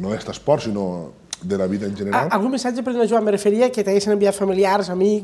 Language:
Catalan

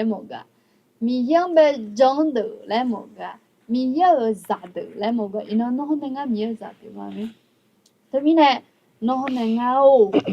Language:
Akha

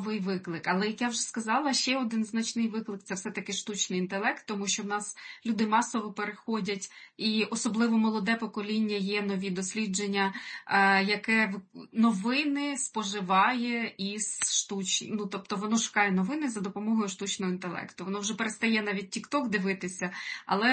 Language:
Ukrainian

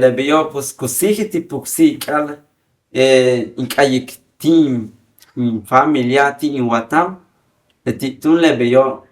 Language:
Yucateco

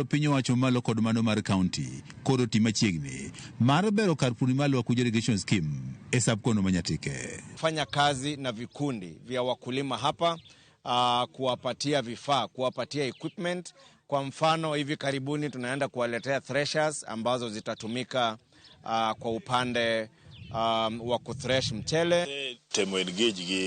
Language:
Luo (Kenya and Tanzania)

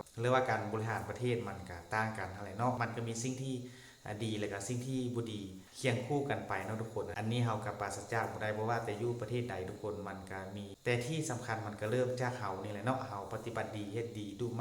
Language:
Lao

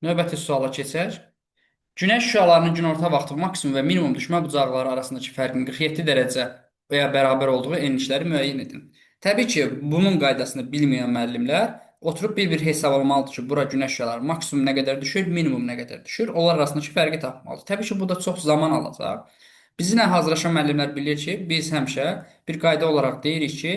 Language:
Azerbaijani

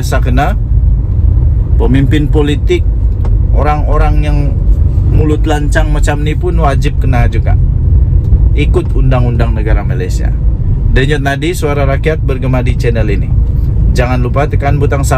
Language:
Malay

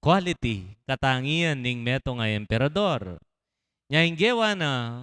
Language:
Pampanga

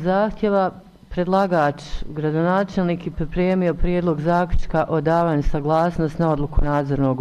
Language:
Bosnian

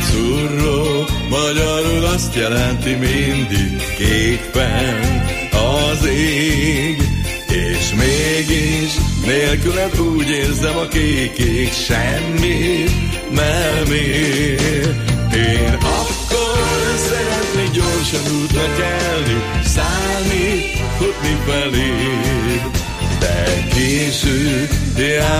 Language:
Hungarian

